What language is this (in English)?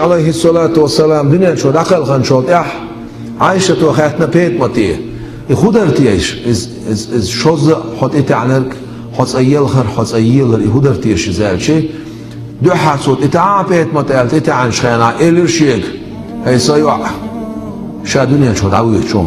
Chechen